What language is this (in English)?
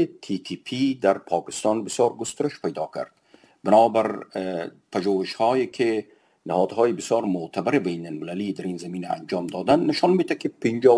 Persian